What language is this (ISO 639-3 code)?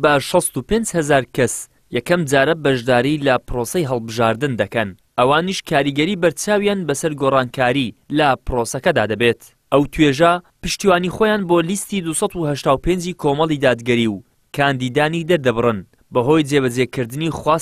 ckb